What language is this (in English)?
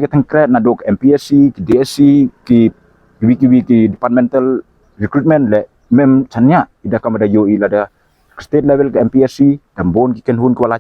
Pnar